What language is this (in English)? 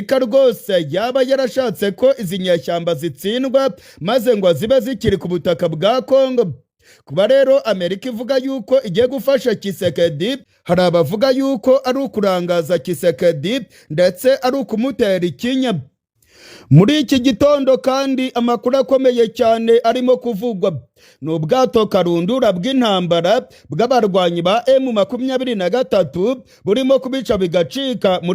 Rundi